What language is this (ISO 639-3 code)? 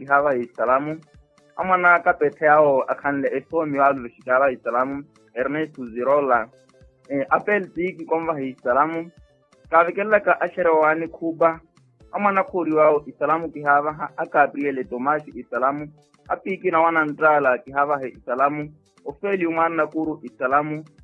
vmw